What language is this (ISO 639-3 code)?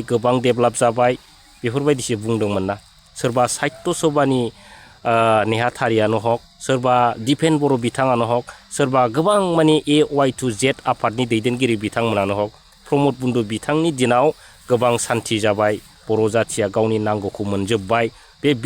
brx